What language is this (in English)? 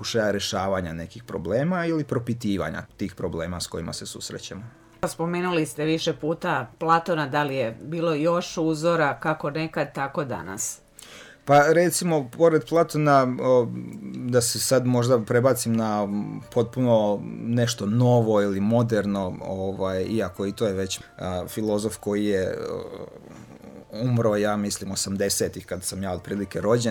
Croatian